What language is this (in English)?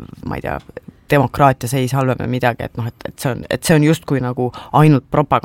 Estonian